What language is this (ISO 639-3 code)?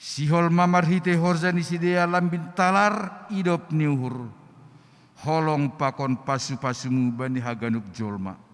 bts